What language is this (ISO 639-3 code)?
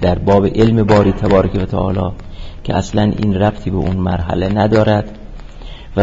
fas